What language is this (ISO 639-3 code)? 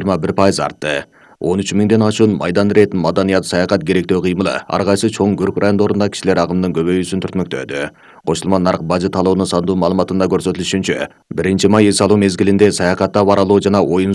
kir